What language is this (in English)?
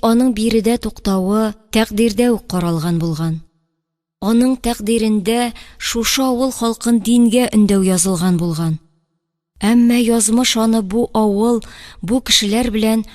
Tatar